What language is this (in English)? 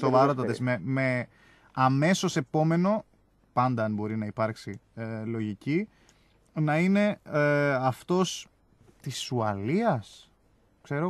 Greek